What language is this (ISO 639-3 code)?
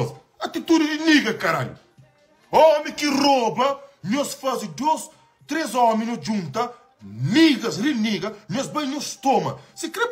kea